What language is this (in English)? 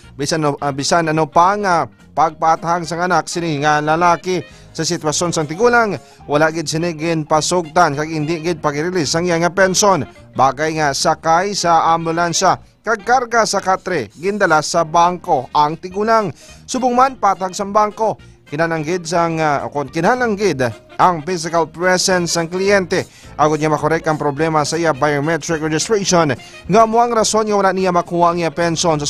Hiligaynon